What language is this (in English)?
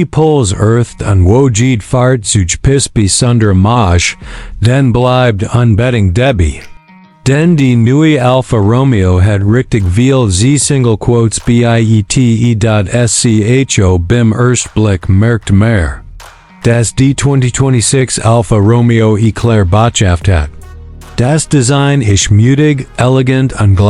Swiss German